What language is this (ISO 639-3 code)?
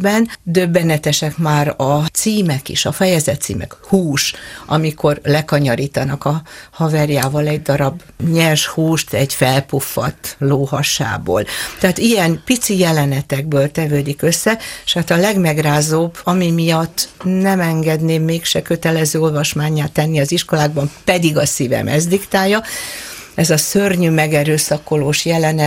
hun